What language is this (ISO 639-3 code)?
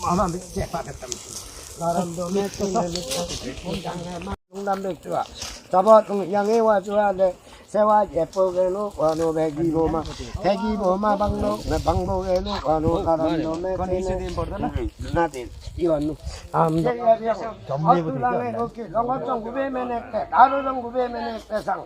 lif